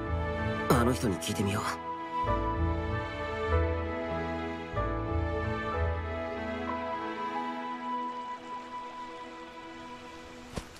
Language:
Japanese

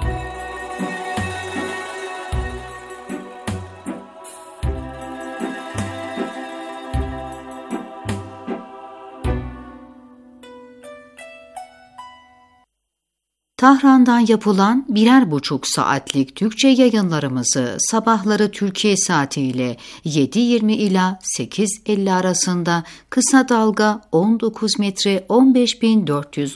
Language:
Turkish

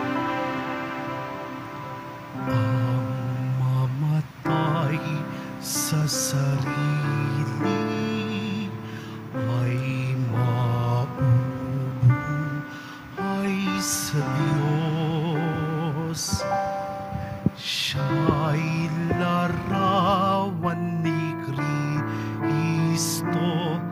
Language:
Filipino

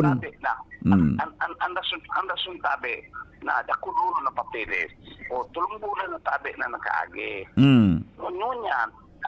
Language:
Bikol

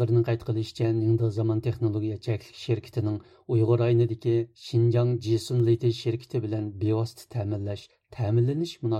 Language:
Uyghur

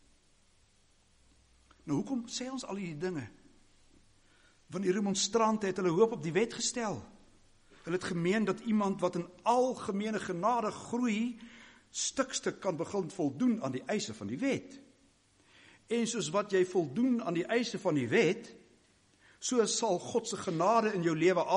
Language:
Afrikaans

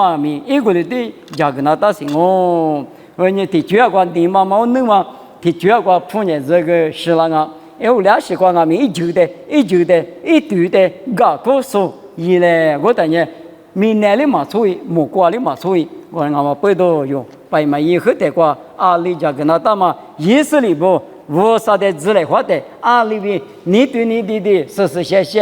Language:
Lisu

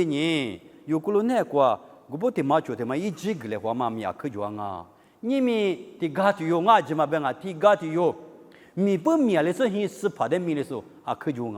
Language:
Lisu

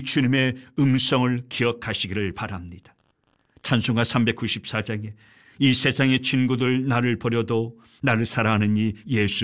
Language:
Korean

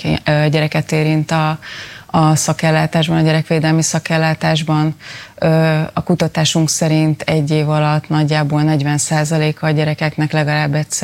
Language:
Hungarian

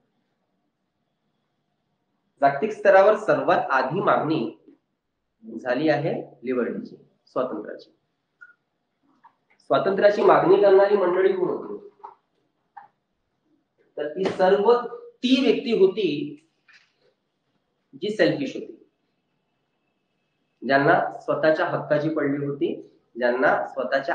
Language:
Marathi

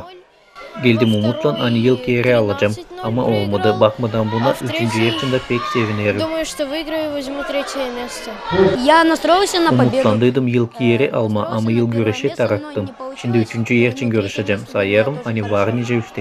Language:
Gagauz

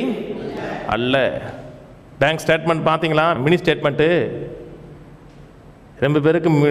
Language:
Tamil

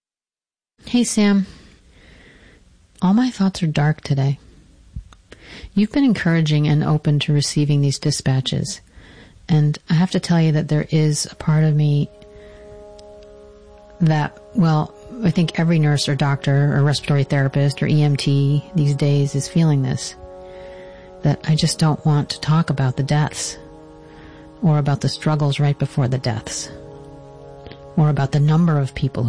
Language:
English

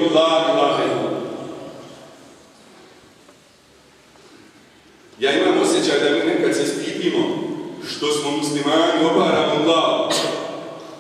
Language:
Bosnian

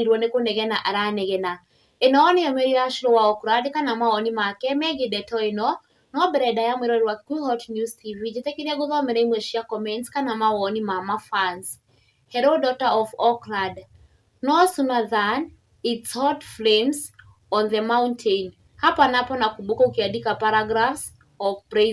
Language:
Kikuyu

